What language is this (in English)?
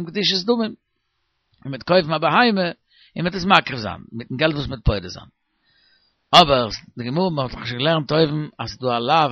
Yiddish